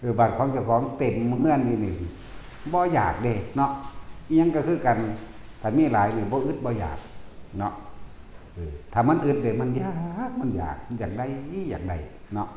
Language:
Northeastern Thai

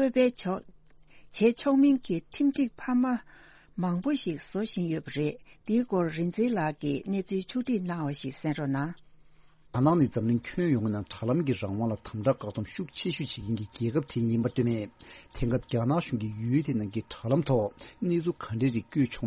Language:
Tibetan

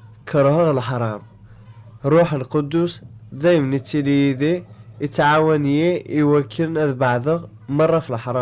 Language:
Kabyle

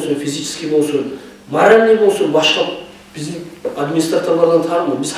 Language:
Kumyk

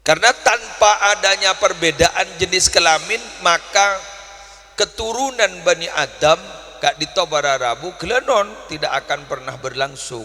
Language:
Madurese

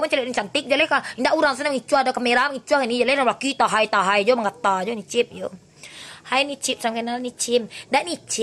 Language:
Minangkabau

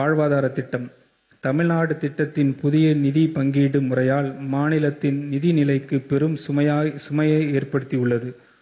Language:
Tamil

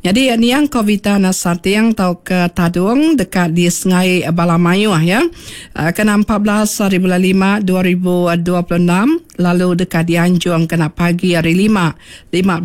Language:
Iban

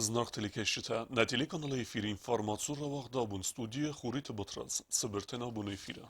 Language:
Ossetic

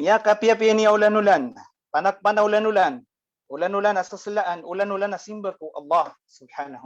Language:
Maranao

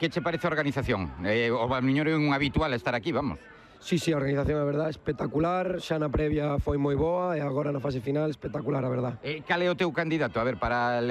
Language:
Galician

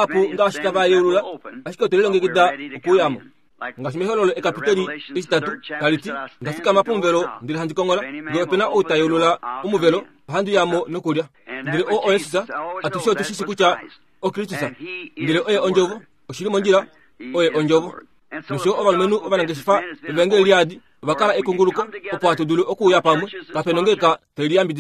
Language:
Kuanyama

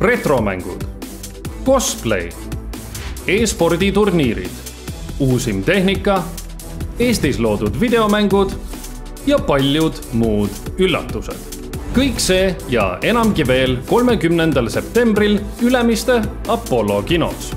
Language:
Estonian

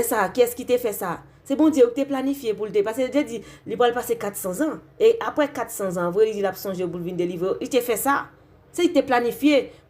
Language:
Haitian Creole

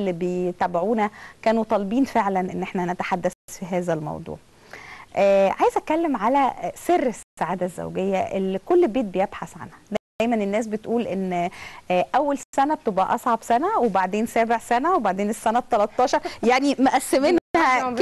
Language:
Egyptian Arabic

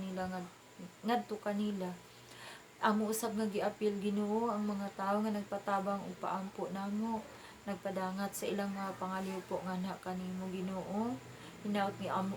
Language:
Cebuano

